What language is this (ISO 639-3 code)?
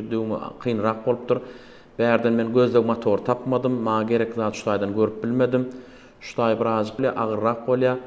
tuk